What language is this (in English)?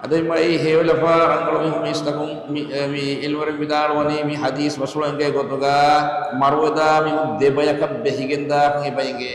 Divehi